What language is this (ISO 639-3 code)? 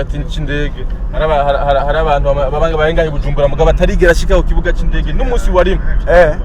run